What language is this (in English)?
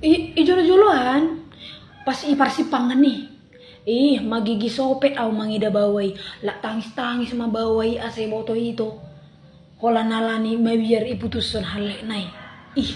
Batak Toba